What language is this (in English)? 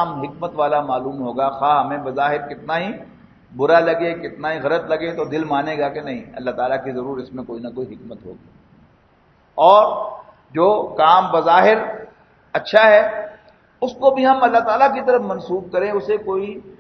Urdu